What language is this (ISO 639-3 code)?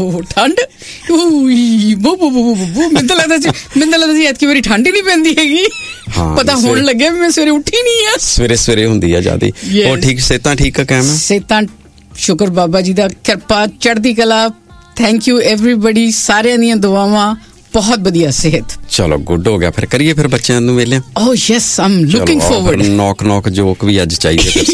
pan